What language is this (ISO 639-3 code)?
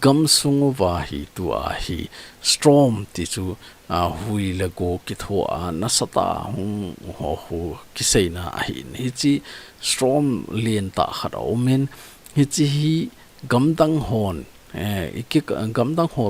tcz